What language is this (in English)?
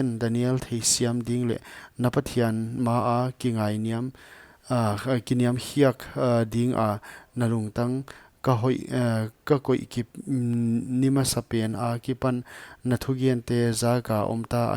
Paite Chin